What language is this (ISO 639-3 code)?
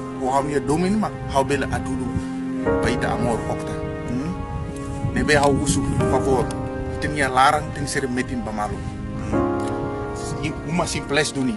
tet